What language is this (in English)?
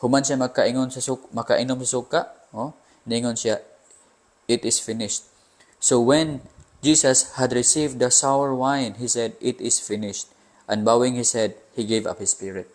Cebuano